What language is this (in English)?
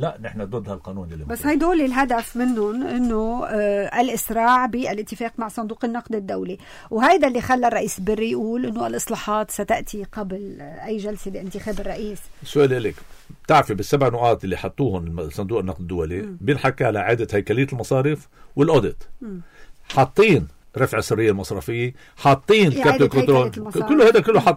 North Levantine Arabic